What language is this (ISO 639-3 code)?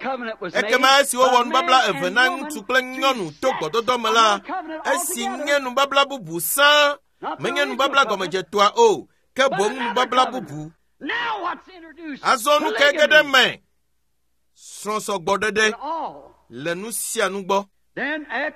ewe